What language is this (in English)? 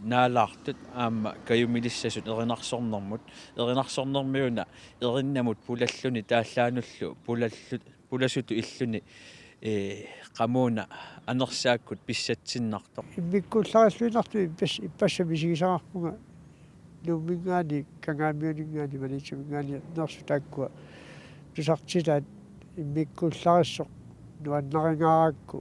Kalaallisut